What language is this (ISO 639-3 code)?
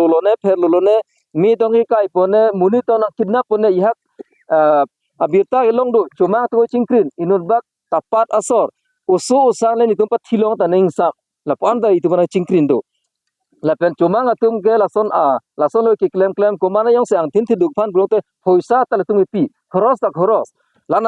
mjw